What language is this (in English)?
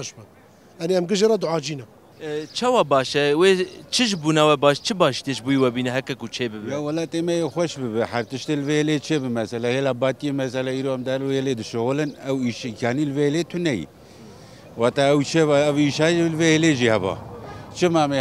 Kurdish